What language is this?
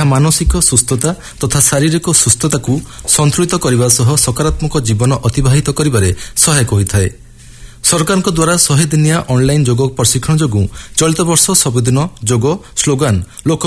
Odia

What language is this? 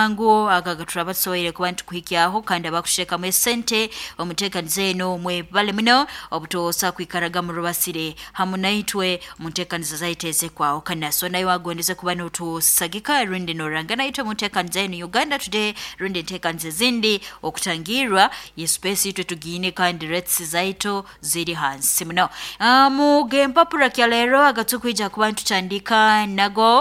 Nyoro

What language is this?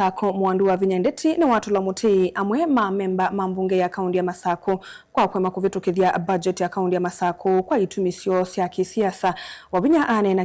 Kamba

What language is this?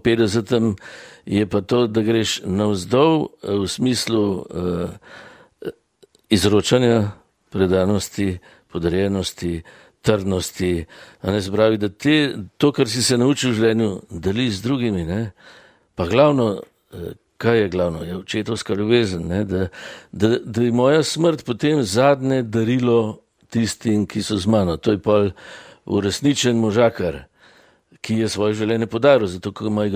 Slovenian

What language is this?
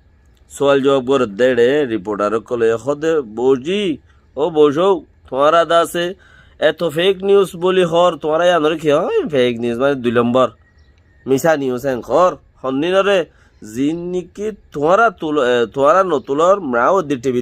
Rohingya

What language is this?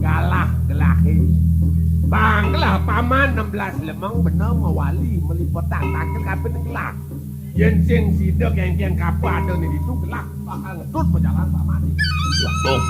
Balinese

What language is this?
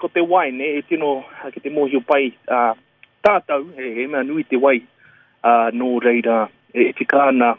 Māori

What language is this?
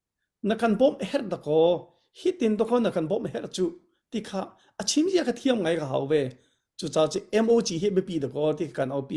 Hakha Chin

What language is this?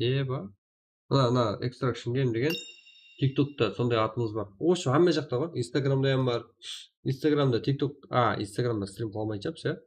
Kara-Kalpak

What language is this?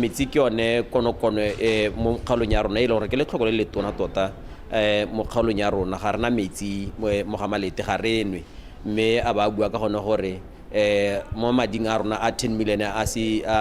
Tswana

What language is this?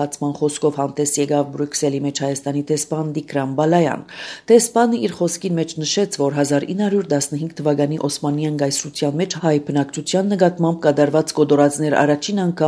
Armenian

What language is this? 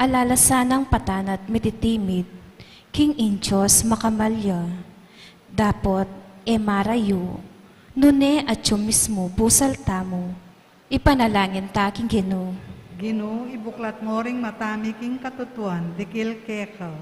Pampanga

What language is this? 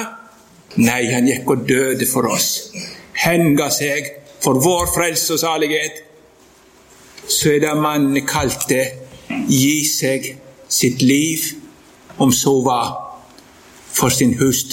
Norwegian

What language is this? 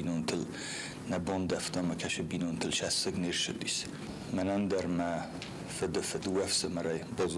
Ossetic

